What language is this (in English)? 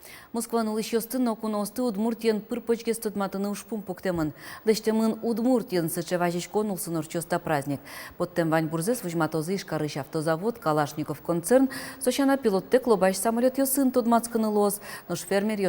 Udmurt